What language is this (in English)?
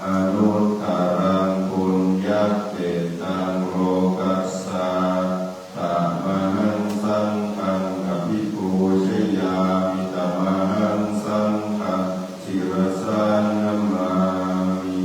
Pali